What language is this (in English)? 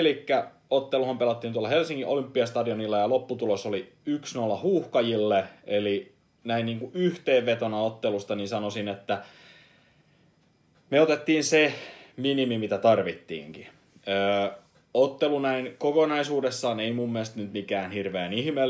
Finnish